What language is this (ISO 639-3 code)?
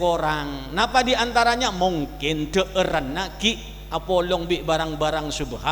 mad